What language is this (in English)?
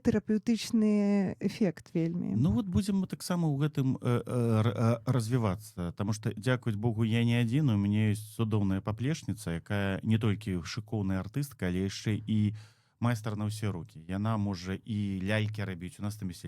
Belarusian